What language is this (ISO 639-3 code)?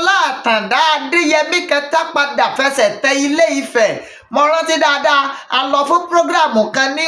yor